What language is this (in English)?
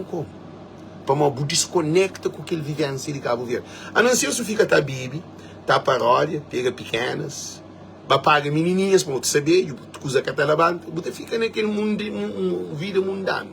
Kabuverdianu